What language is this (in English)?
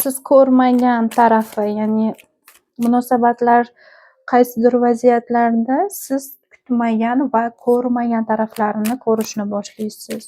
Uzbek